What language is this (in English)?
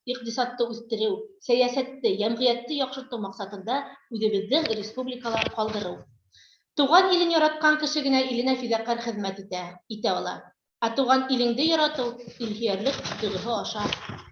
Bashkir